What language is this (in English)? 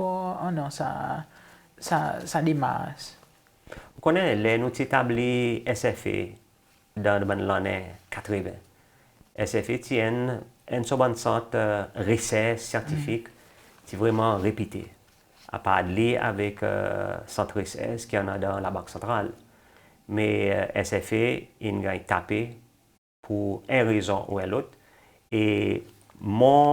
Seselwa Creole French